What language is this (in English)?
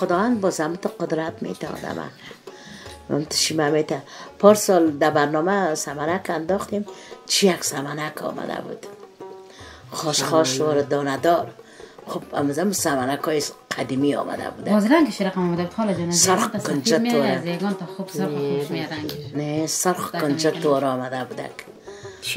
Persian